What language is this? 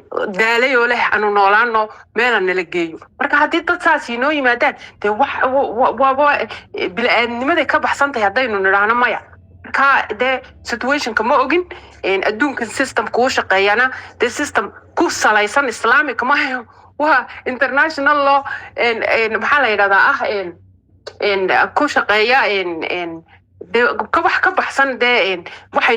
Somali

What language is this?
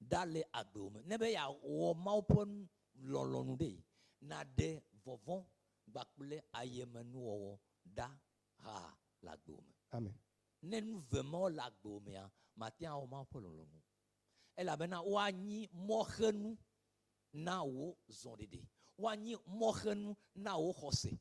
Ewe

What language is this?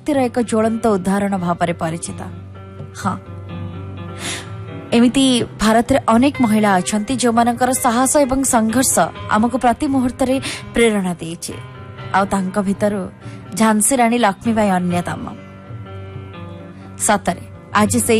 Odia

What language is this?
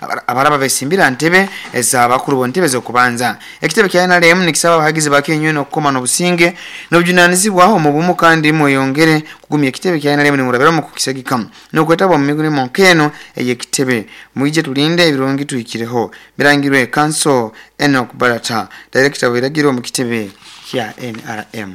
Nyoro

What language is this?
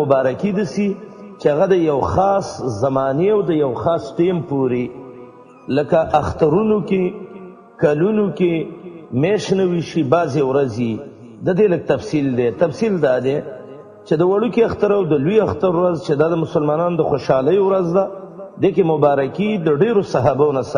Pashto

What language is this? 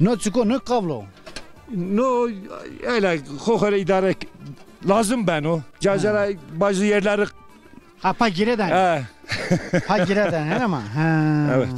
Zaza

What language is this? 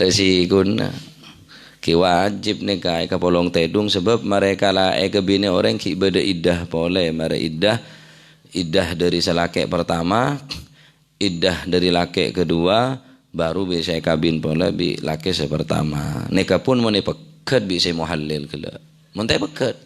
Madurese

